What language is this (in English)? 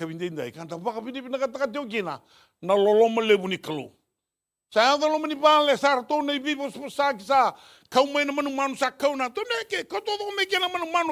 Fijian